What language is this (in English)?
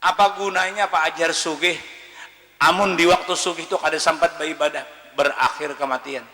Banjar